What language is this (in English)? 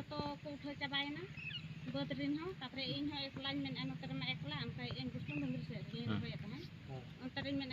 Santali